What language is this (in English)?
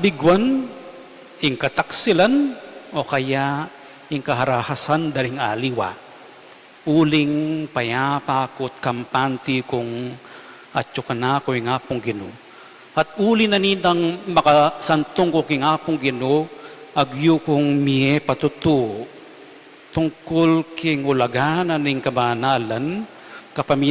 Pampanga